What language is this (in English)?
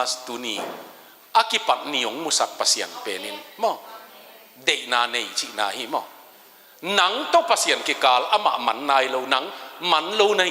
Tedim Chin